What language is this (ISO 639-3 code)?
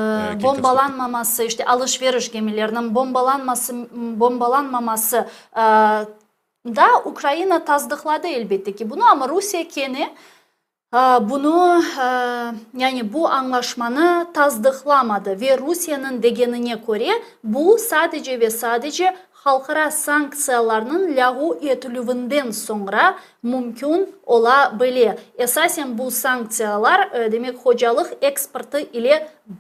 crh